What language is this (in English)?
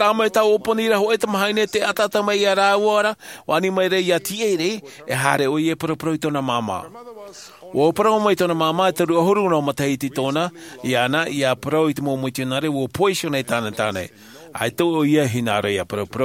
Tahitian